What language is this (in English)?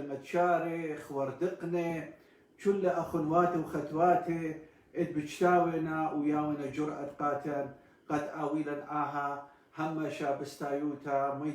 Assyrian Neo-Aramaic